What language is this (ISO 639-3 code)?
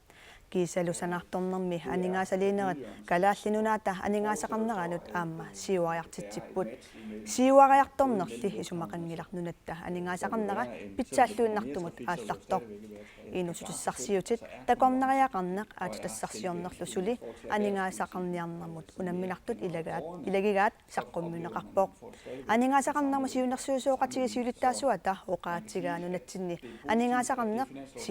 kal